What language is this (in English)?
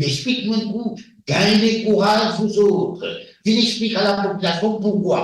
Morisyen